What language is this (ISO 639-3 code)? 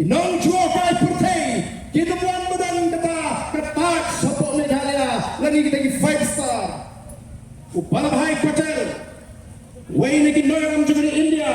kha